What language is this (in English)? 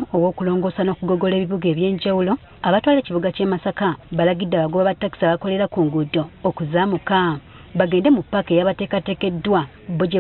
Ganda